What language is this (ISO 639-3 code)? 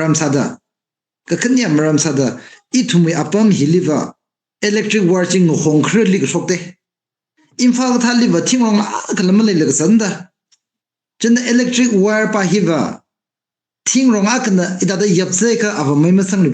nmf